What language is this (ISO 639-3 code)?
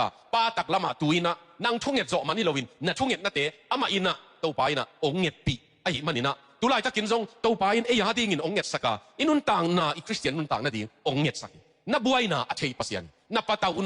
ctd